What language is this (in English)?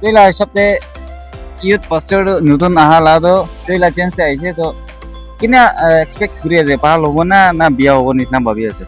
Naga Pidgin